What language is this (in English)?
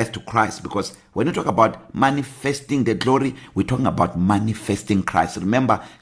English